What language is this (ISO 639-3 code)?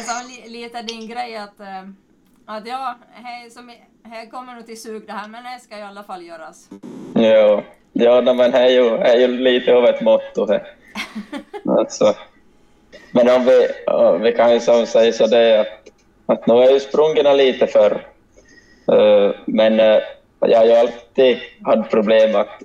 swe